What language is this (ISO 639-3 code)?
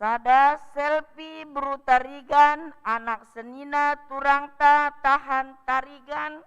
btx